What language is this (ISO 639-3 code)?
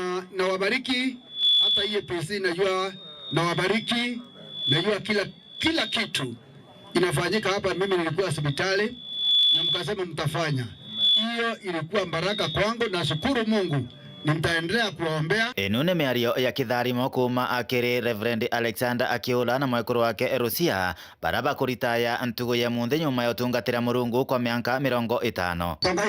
mer